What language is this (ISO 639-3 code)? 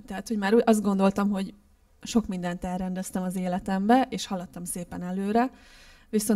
hun